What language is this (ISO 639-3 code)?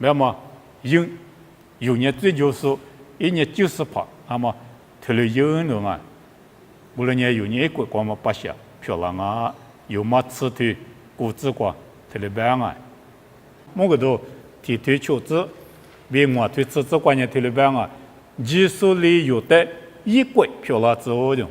lis